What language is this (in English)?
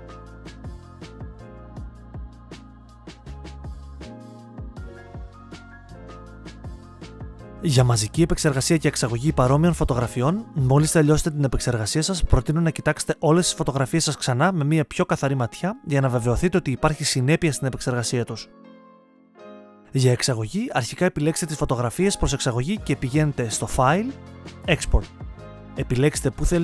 Greek